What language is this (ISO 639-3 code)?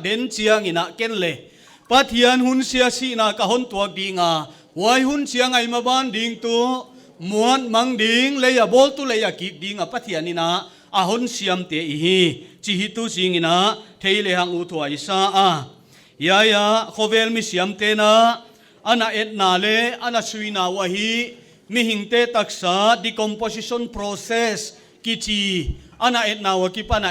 pck